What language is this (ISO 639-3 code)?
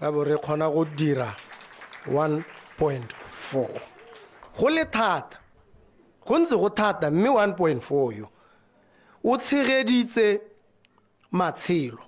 tsn